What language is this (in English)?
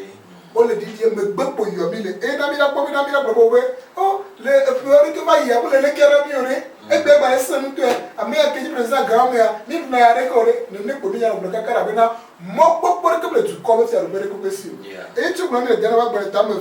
Ewe